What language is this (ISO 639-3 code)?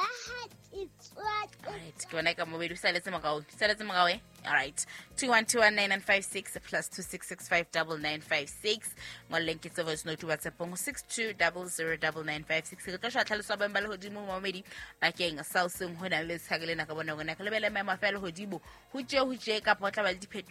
sot